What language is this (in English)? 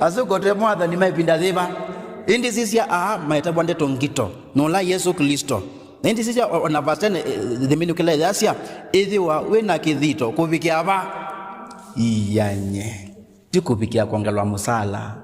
Kamba